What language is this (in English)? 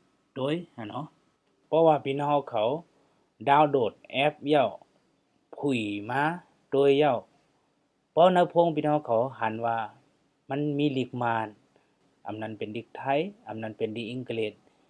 Shan